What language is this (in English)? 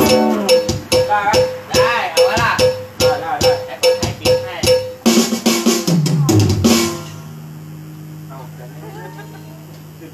Thai